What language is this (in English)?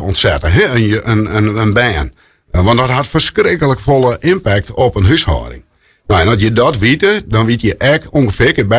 Western Frisian